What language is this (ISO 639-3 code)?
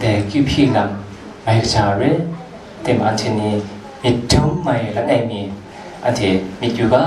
kac